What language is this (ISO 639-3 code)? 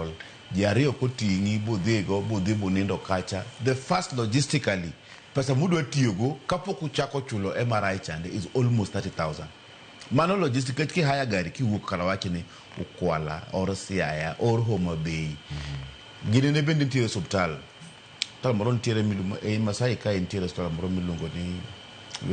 luo